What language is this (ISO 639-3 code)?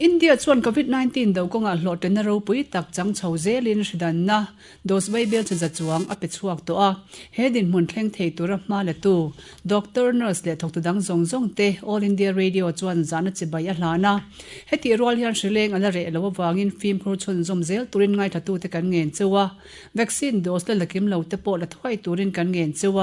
lus